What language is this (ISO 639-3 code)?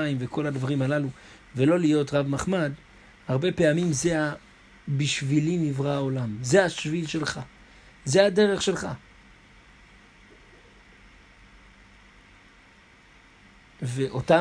heb